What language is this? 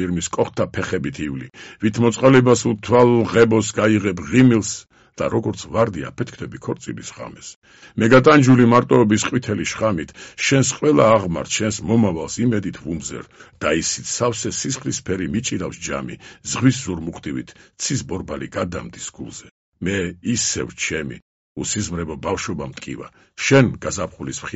Georgian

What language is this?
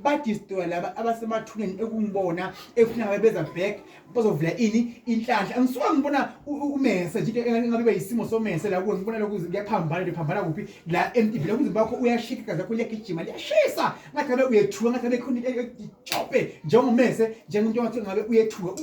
Zulu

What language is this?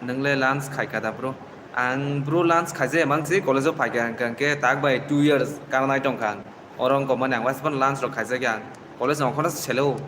Kok Borok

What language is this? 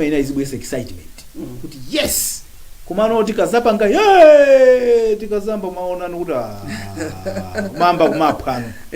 Nyanja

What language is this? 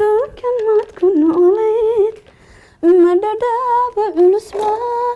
Somali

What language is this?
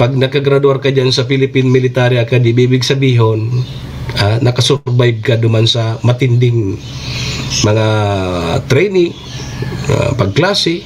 Bikol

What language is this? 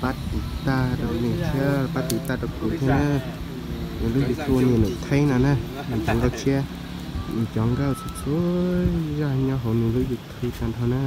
Hmong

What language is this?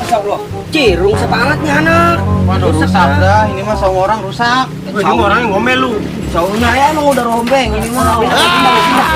Betawi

